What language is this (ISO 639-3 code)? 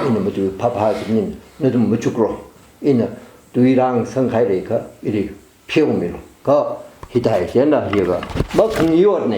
nmf